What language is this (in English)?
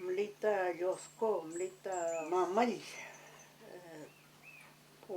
Mapuche